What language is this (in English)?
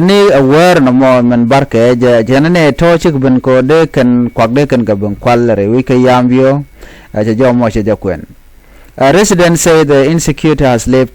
Nuer